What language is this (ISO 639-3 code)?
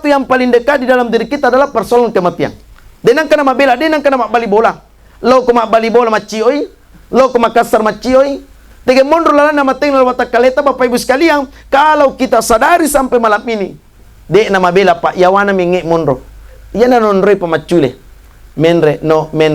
bug